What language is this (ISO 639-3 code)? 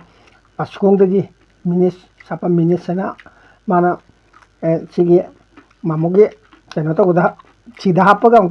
mni